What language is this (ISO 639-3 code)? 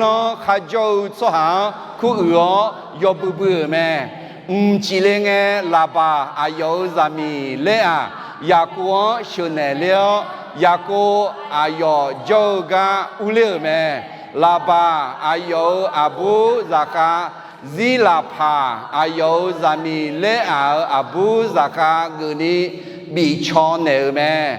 ahk